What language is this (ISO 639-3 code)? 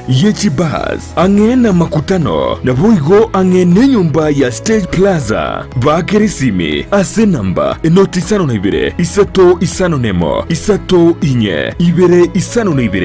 guz